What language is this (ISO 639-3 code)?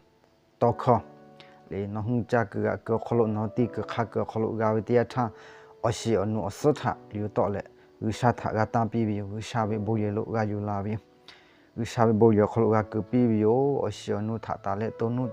lhu